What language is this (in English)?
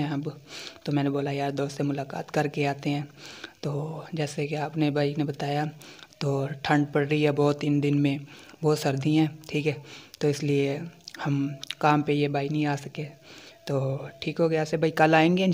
Hindi